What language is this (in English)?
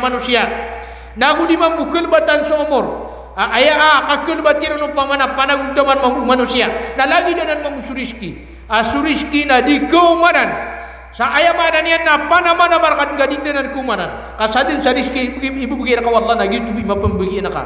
Maranao